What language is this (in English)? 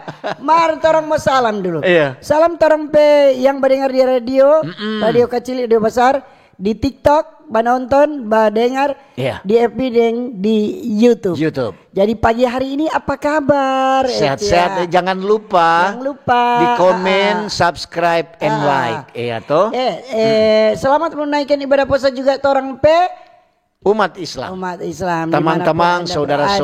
Manado Malay